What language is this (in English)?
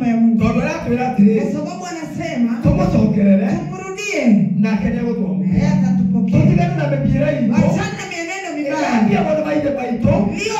Swahili